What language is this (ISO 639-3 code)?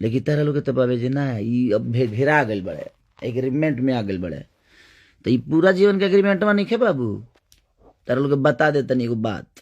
bho